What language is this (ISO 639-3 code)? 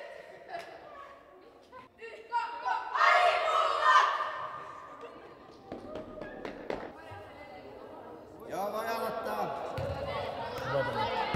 fin